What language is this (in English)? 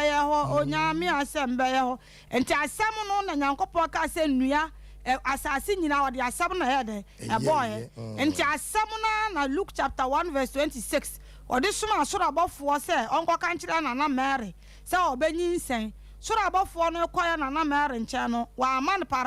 Akan